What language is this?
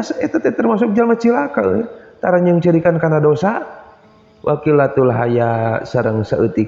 Sundanese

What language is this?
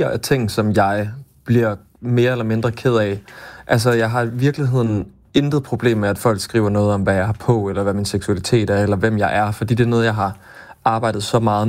Danish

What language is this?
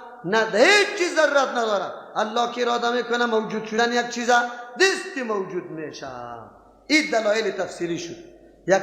Persian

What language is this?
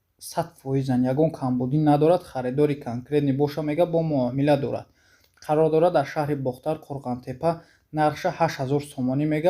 Tajik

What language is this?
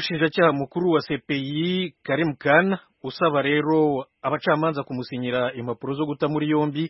Kinyarwanda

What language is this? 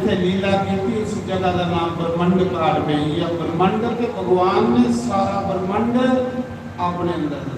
Dogri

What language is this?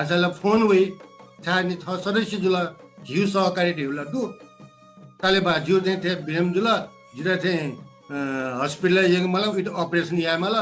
Newari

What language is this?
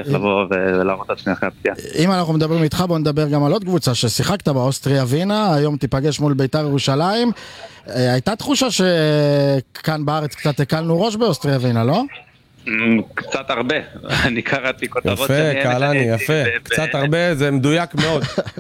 Hebrew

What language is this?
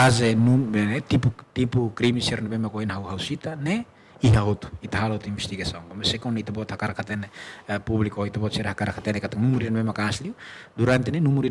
Tetum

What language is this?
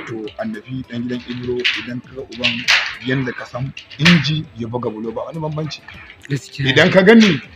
Hausa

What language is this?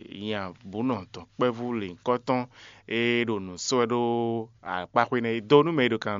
Fon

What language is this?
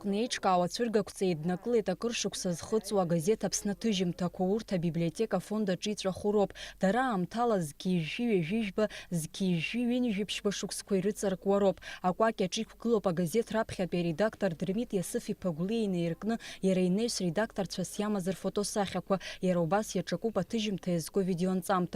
Abkhazian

